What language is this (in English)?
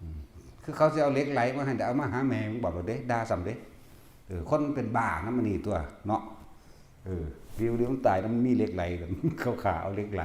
Northeastern Thai